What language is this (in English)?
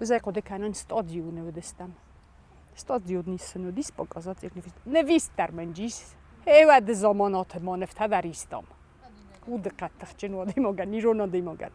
Ossetic